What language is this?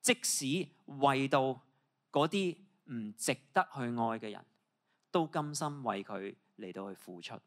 Cantonese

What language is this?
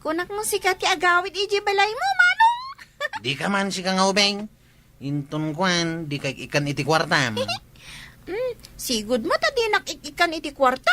Iloko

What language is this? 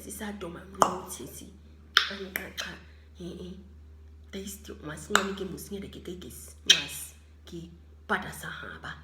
Nama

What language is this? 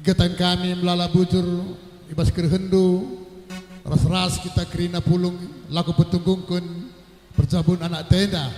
Batak Karo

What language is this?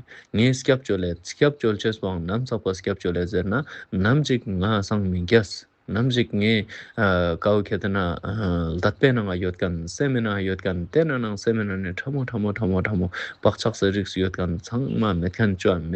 Ladakhi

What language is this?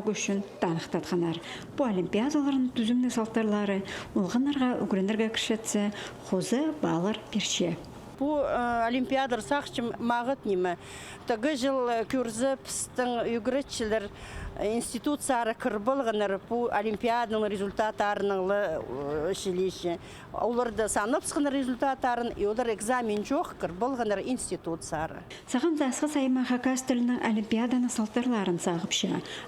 Khakas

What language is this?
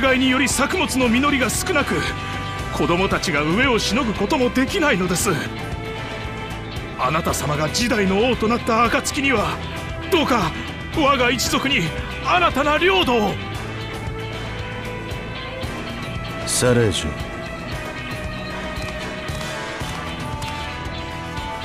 Japanese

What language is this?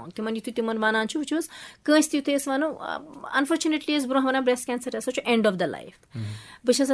Kashmiri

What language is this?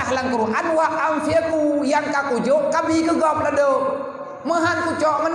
Achinese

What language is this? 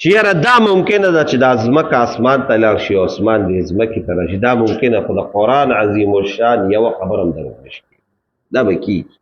Pashto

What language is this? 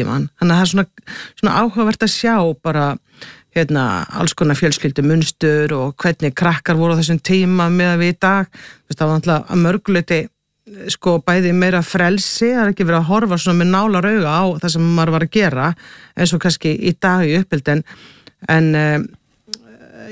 Icelandic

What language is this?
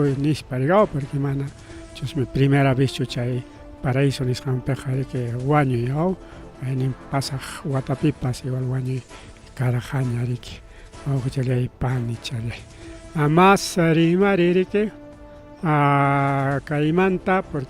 Ayacucho Quechua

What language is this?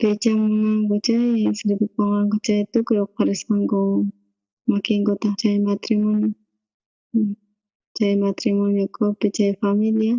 South Bolivian Quechua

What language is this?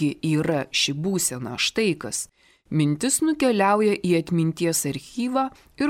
Lithuanian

